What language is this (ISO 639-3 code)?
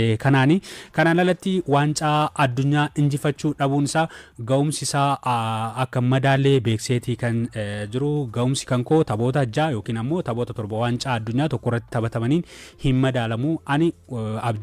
orm